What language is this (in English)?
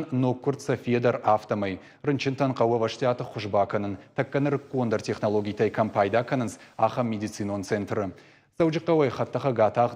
Ossetic